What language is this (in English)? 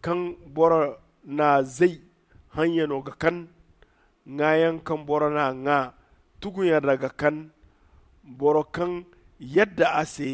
Zarma